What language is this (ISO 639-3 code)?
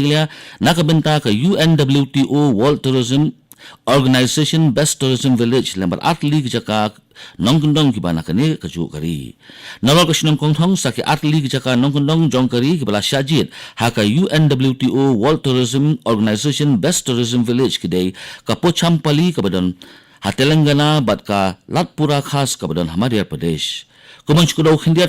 kha